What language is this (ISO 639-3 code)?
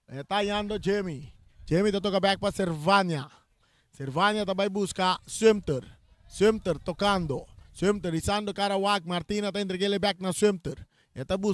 pap